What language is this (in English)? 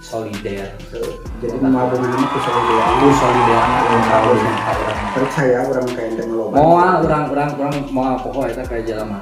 Sundanese